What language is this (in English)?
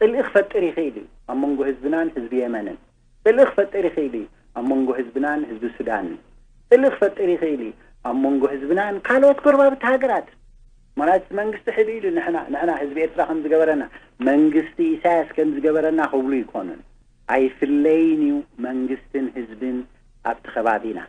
Tigrinya